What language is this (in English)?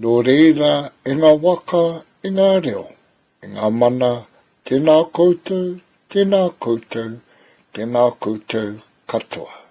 Māori